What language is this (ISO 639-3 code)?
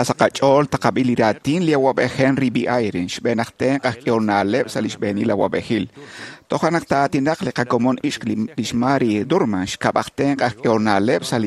kek